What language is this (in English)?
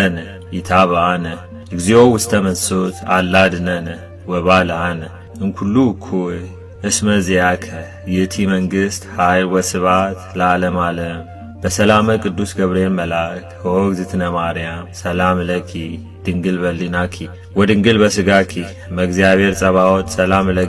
Geez